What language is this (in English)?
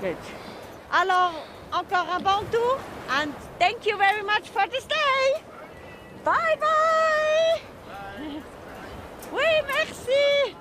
Swiss German